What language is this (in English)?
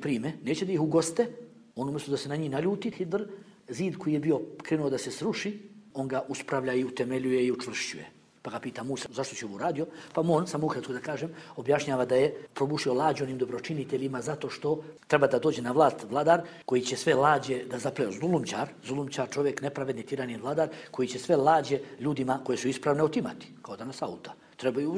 Bosnian